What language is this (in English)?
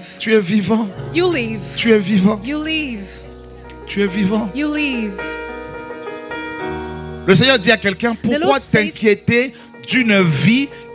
French